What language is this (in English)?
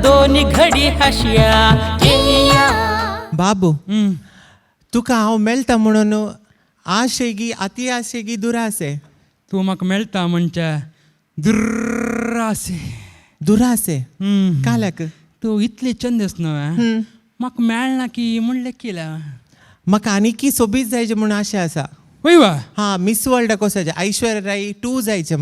Konkani